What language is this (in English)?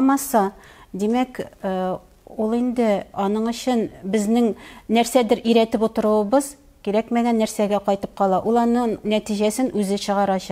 Tatar